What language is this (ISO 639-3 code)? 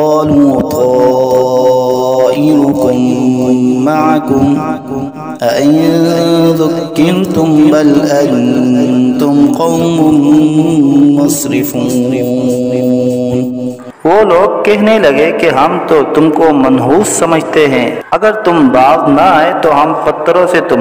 urd